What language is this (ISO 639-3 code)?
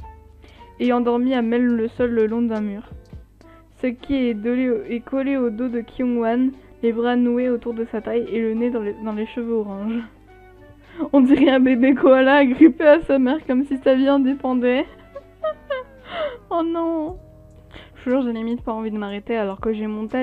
fra